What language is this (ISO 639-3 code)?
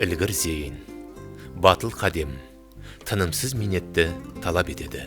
kaa